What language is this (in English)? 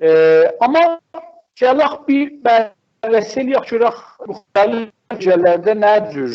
South Azerbaijani